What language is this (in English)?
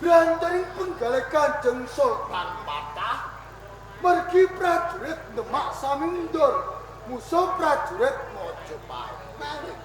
Javanese